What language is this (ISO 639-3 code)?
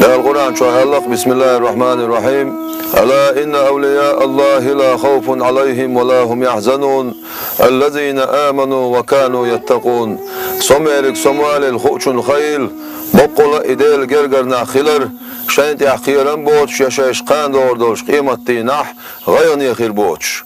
che